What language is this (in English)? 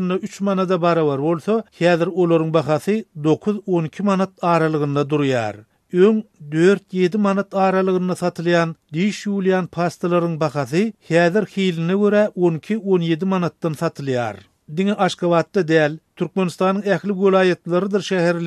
Turkmen